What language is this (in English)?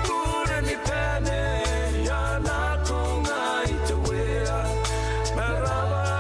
Gilbertese